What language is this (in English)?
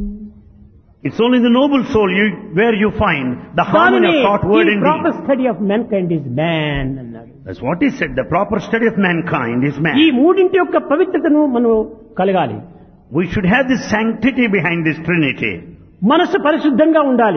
Telugu